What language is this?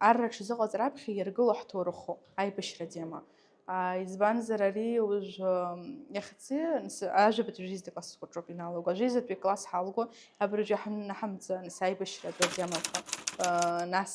Abkhazian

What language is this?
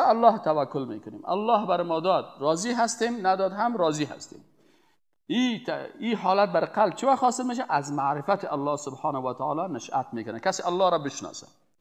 Persian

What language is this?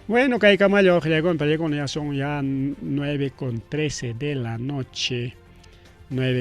Ayacucho Quechua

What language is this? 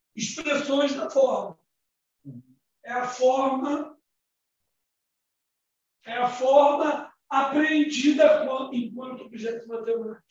Portuguese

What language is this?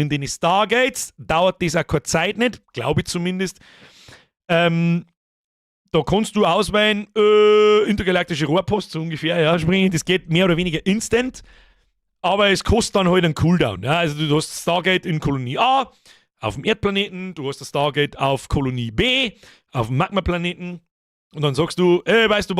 Bavarian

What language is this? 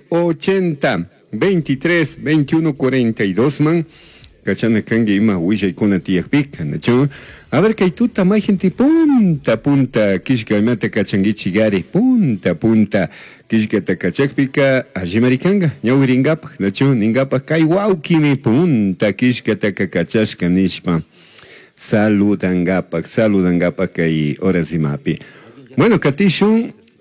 Chimborazo Highland Quichua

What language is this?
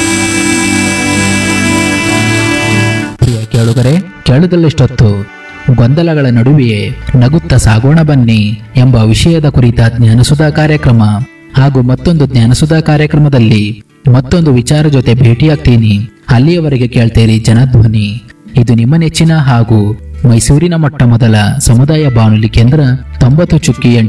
Kannada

